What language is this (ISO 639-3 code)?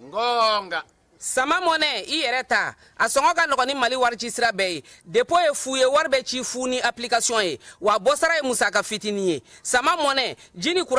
bam